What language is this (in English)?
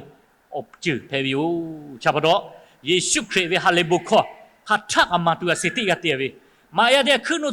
Lahu